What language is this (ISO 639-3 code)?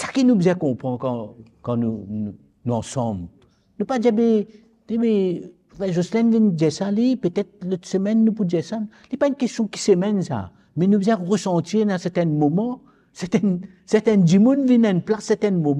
mfe